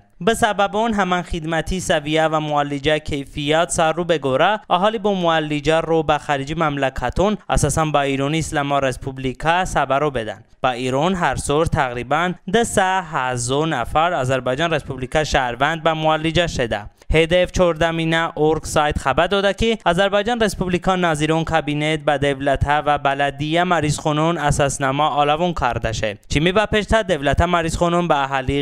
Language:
Talysh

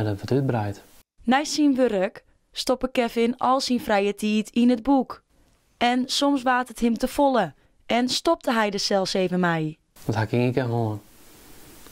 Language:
Western Frisian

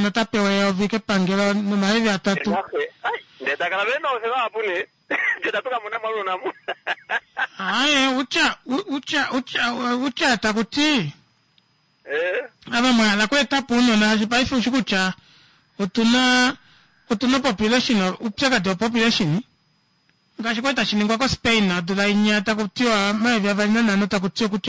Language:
Kuanyama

